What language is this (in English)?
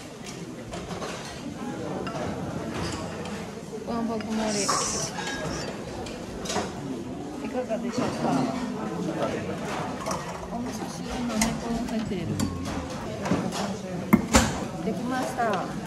Japanese